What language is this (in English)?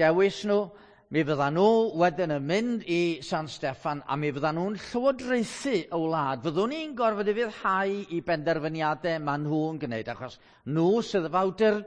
Welsh